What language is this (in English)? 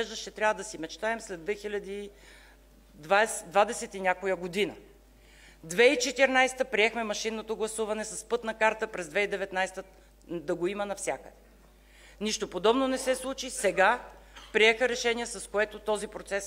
Bulgarian